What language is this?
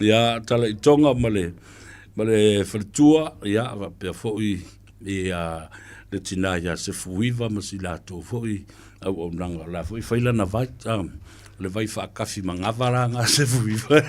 Samoan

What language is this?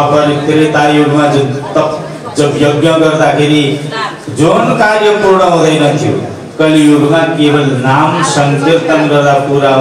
Nepali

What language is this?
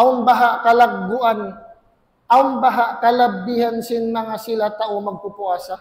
Tausug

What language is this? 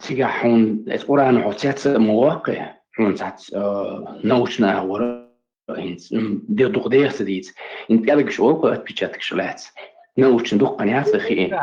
Chechen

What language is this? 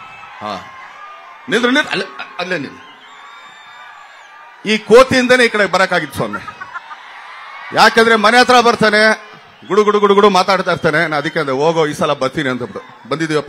Kannada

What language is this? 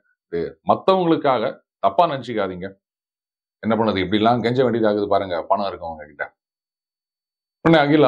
Tamil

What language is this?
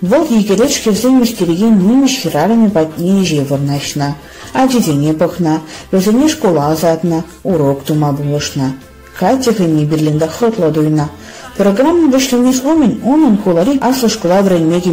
Chuvash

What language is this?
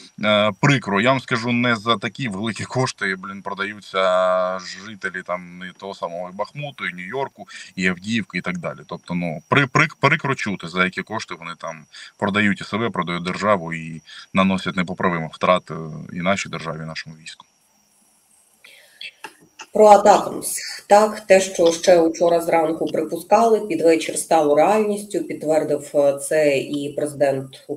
Ukrainian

